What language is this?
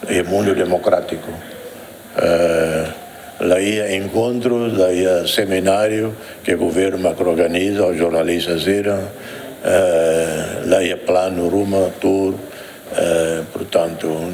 Tetum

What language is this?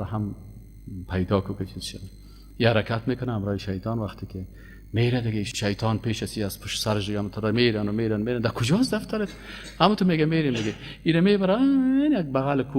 Persian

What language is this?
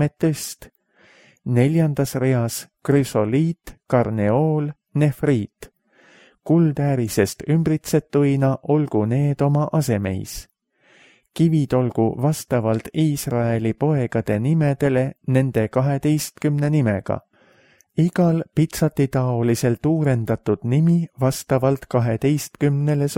Estonian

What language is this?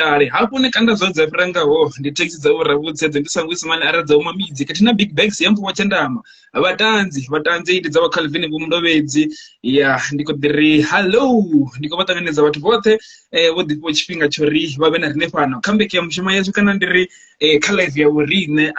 Venda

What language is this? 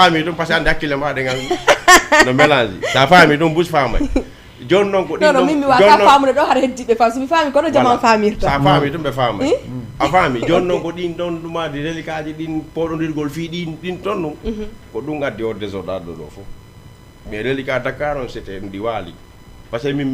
Fula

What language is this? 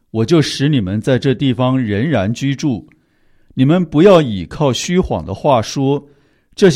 Chinese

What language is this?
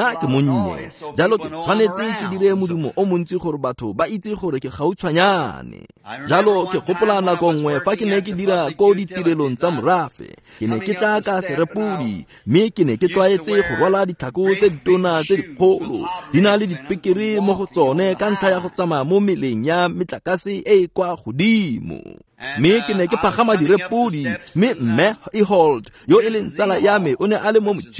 Tswana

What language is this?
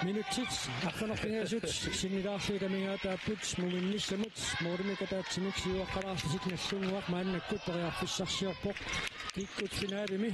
Kalaallisut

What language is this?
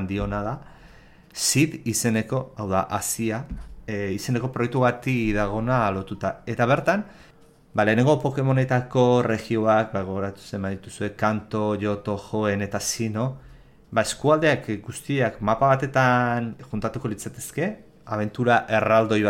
Basque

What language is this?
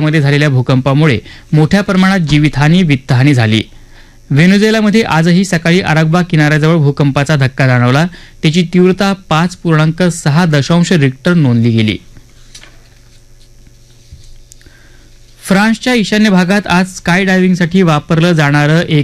Marathi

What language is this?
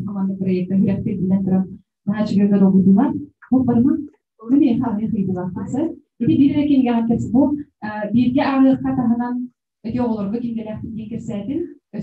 Yakut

